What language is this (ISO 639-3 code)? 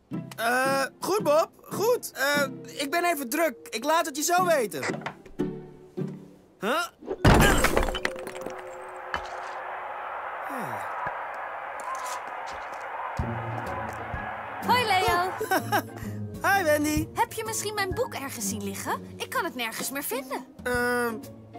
nld